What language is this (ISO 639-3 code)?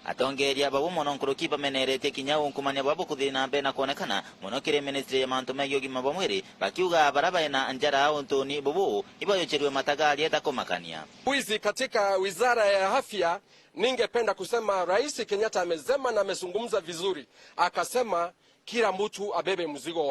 mer